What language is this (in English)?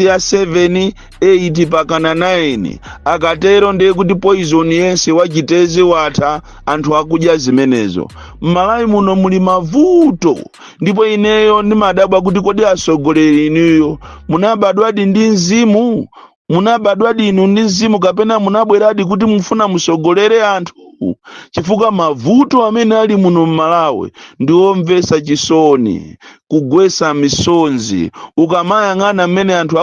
Nyanja